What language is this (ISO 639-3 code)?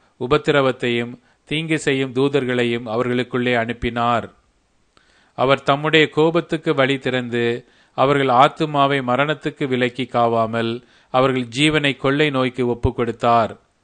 tam